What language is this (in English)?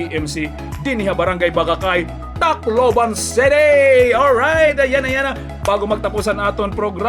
Waray